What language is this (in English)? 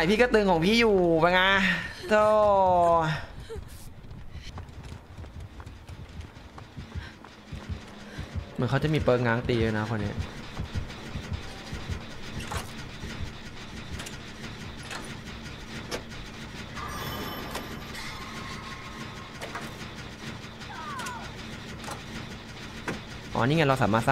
Thai